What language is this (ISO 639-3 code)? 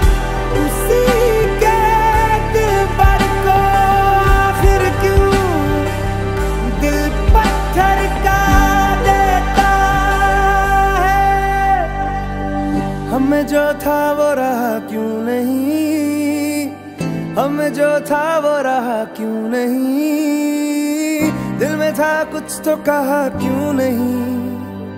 hin